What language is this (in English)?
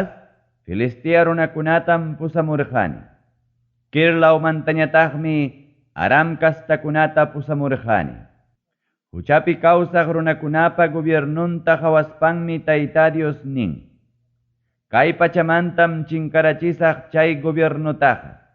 Ayacucho Quechua